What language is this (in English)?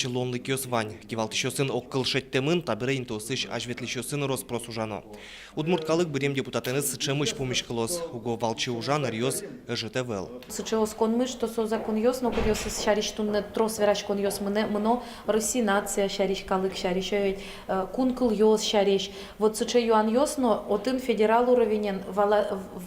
Udmurt